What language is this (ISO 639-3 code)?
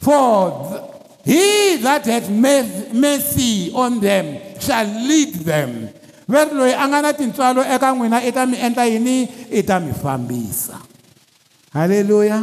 tso